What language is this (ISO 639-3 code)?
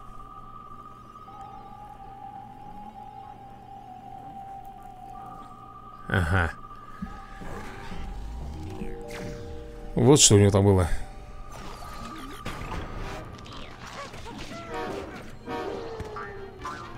rus